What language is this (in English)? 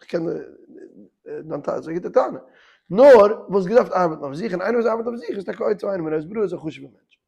Yiddish